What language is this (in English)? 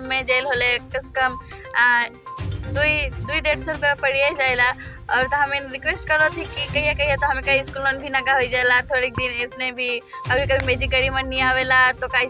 Sadri